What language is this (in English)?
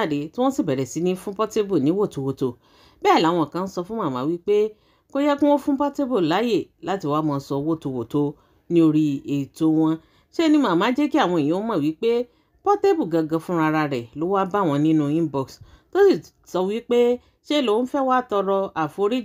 Yoruba